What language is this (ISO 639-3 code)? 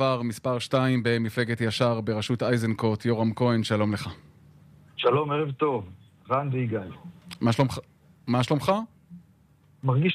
heb